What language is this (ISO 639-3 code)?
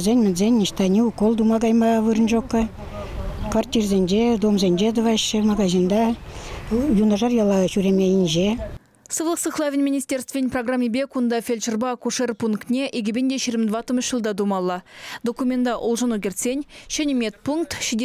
chv